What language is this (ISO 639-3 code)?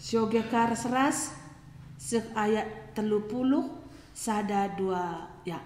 btx